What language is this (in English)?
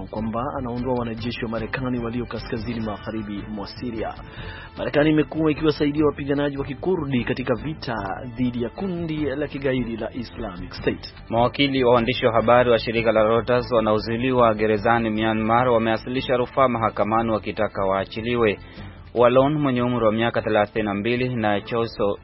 Swahili